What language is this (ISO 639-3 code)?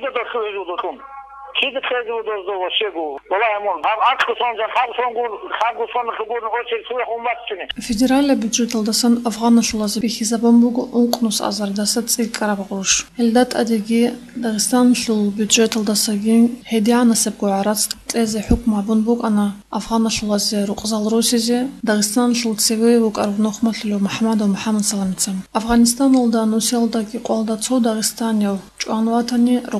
ava